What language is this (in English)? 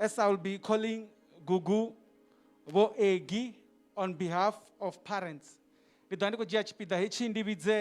Venda